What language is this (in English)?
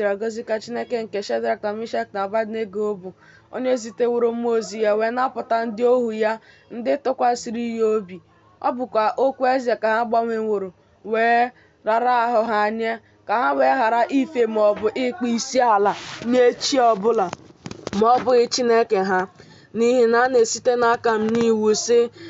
Igbo